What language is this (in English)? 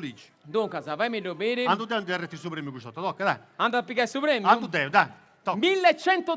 Sardinian